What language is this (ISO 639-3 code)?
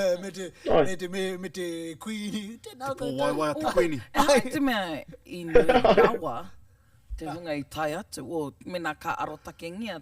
mri